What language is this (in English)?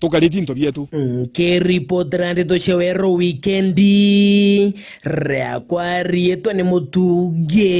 Meru